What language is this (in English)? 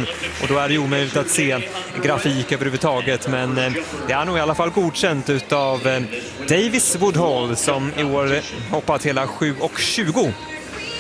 Swedish